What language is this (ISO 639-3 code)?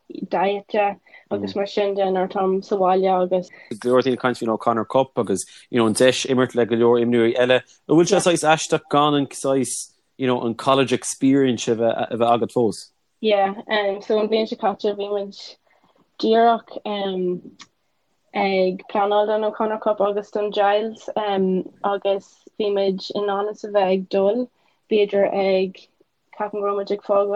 gle